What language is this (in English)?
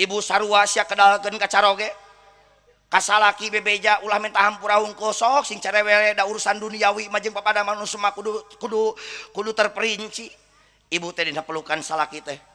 Sundanese